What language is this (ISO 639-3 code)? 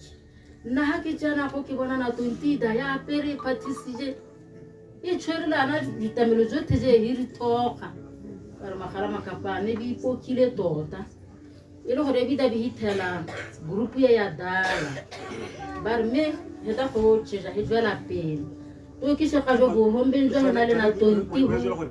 tsn